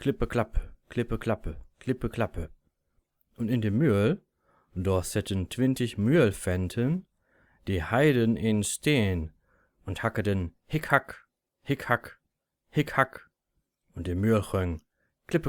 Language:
Low German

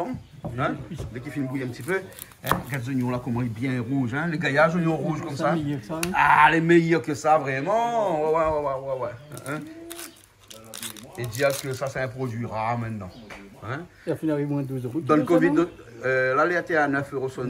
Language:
Réunion Creole French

